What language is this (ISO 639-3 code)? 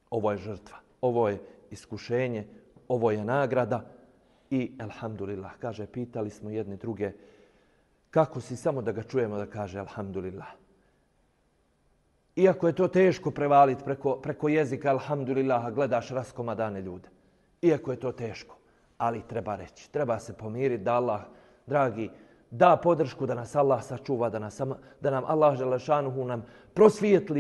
bos